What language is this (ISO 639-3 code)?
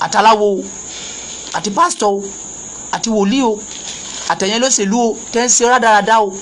yor